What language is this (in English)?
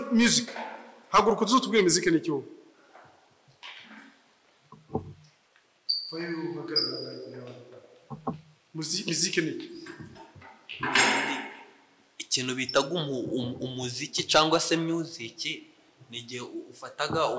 Kinyarwanda